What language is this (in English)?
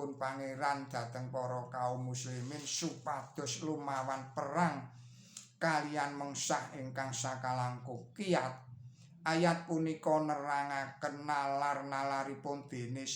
Javanese